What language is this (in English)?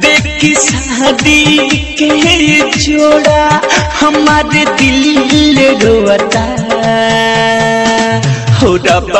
Bhojpuri